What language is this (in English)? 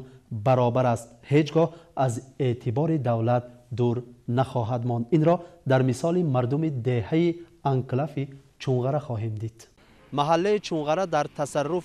Tajik